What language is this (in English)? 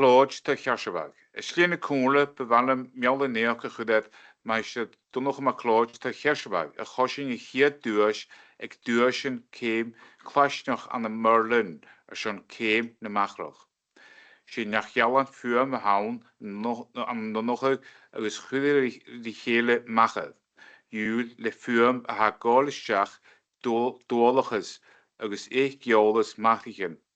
Scottish Gaelic